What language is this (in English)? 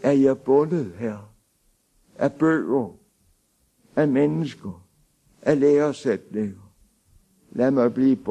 Danish